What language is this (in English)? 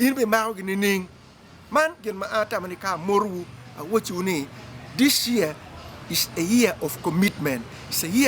Acoli